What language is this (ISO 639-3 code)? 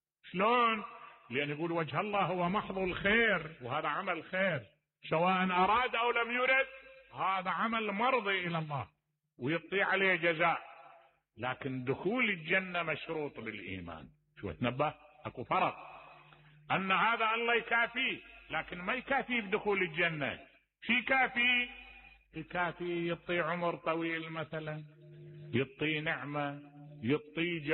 acm